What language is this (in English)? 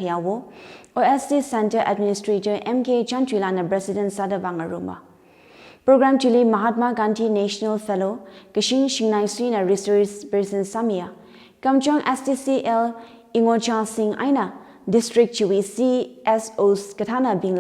Tangkhul Naga (India)